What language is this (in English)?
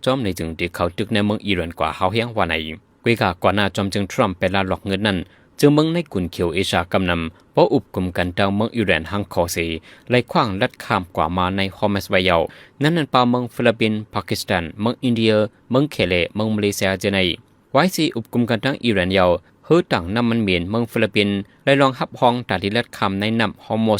Shan